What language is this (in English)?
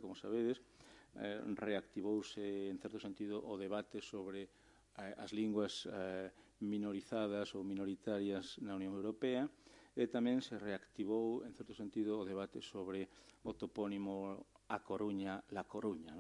Galician